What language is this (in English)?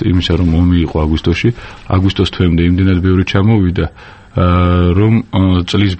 Georgian